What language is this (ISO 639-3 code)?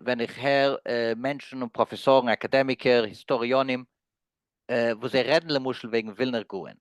yid